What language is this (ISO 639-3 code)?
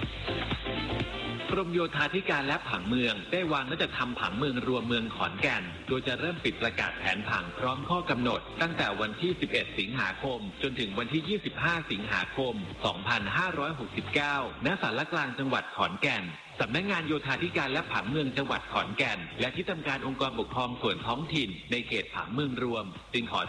tha